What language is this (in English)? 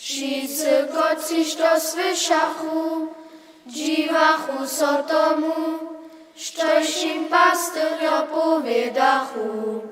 Upper Sorbian